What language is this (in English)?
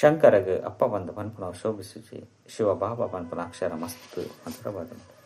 Tulu